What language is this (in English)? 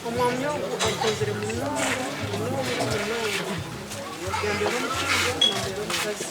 Nyankole